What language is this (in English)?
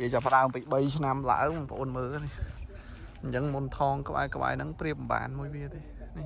Khmer